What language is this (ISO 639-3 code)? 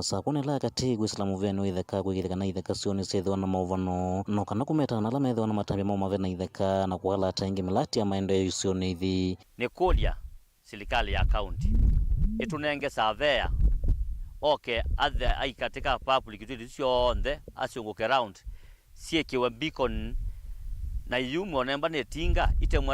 kam